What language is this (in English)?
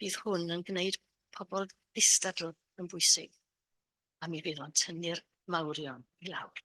Welsh